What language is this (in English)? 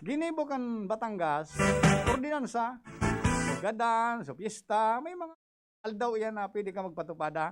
Bikol